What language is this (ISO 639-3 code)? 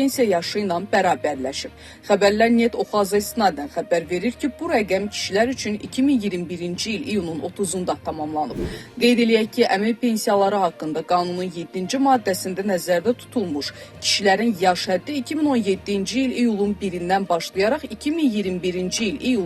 aze